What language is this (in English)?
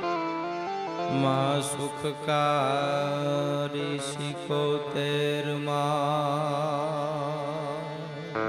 Gujarati